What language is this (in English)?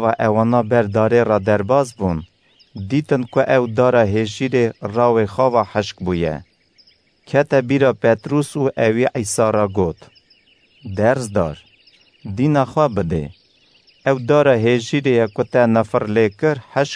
Kurdish